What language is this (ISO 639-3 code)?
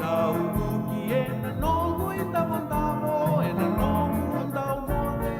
fij